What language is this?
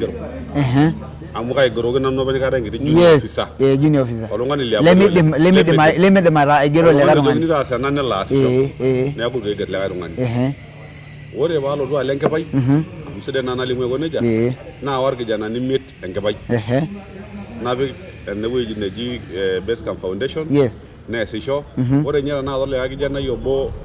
Masai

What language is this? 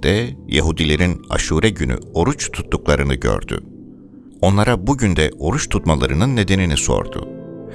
Turkish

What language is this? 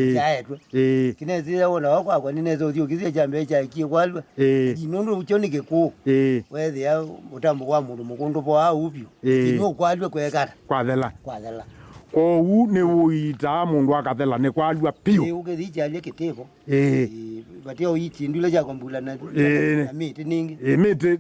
Kamba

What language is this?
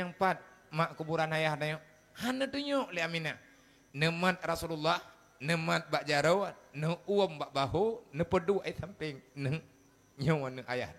Achinese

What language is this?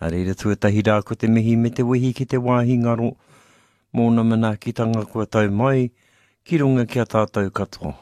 Māori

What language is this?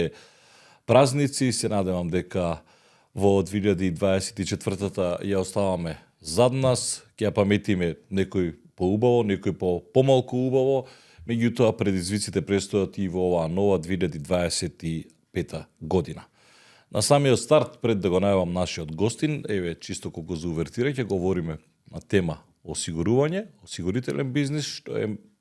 Macedonian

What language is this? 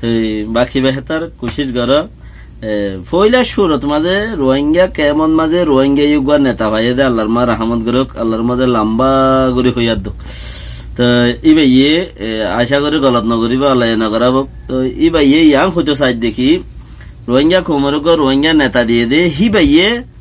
Rohingya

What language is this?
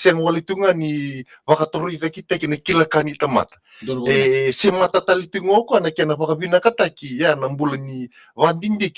Fijian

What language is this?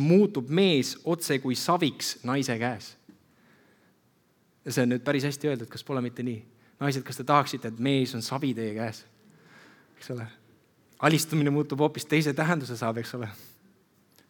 Estonian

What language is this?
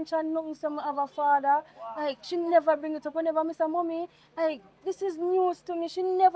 Jamaican Creole English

